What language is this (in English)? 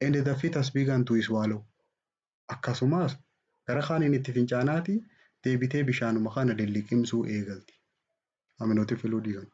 Oromo